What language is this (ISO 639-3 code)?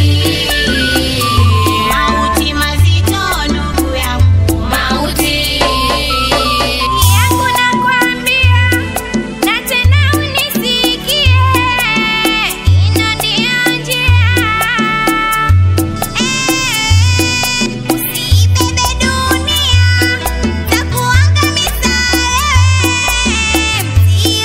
swa